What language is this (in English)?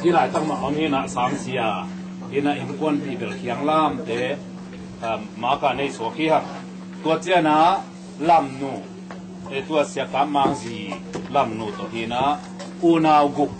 Tedim Chin